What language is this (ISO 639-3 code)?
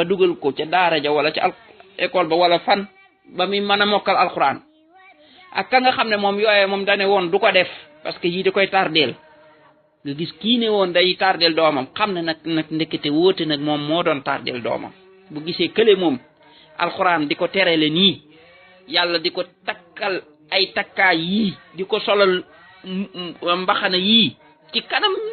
wol